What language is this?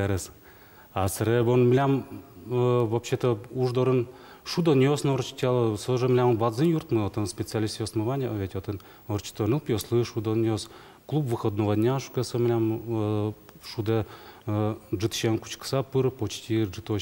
Udmurt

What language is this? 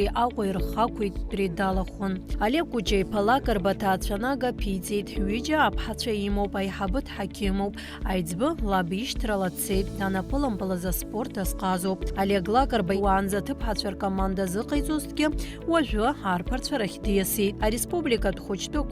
Abkhazian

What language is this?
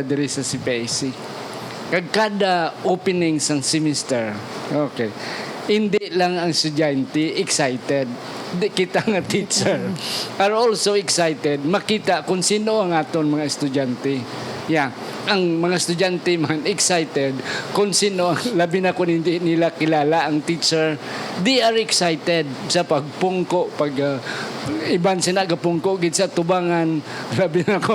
Hiligaynon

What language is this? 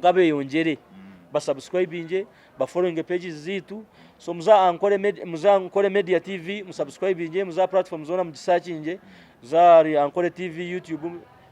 Nyankole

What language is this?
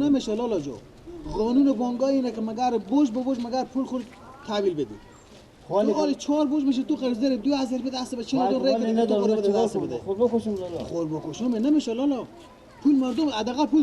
Persian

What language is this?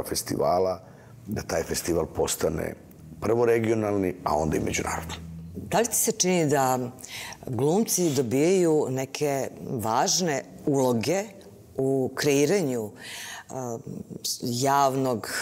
Serbian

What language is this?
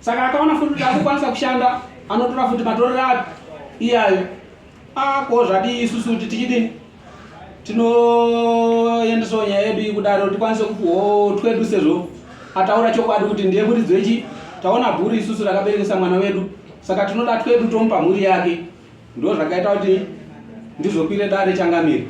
Shona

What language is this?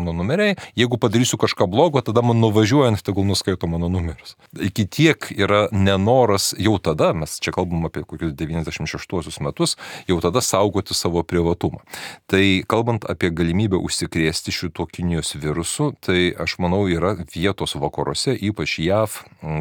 Lithuanian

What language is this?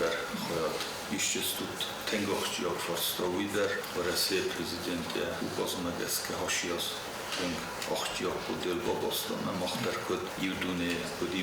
Ossetic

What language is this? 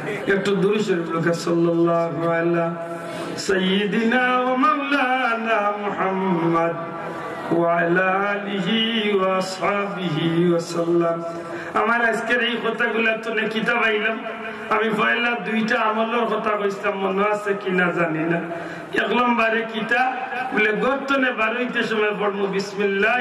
Sylheti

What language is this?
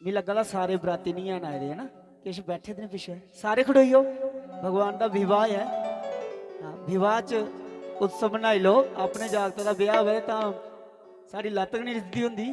Dogri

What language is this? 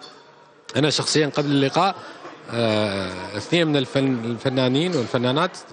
Mesopotamian Arabic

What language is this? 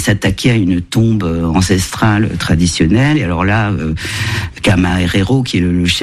French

